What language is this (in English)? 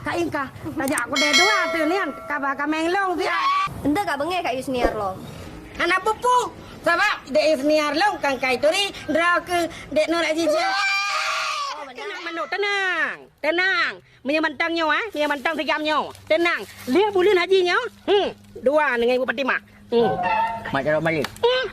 Achinese